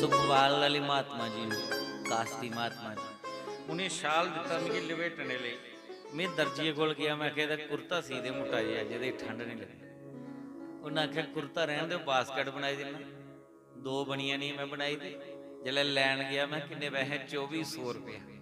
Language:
Dogri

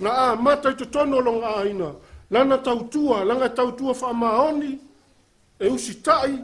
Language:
Samoan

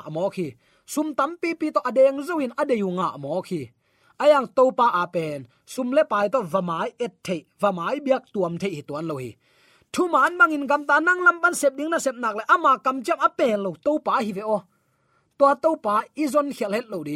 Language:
Tedim Chin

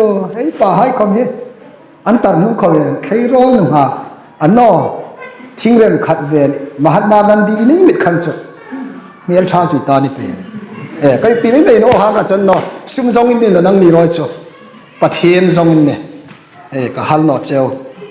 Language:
Hmar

